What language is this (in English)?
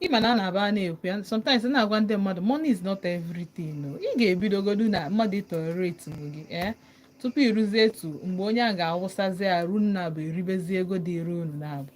Igbo